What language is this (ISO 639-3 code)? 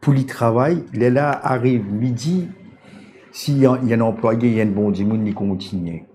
mfe